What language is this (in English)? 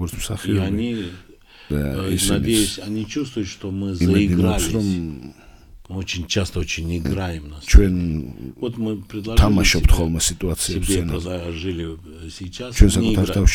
Georgian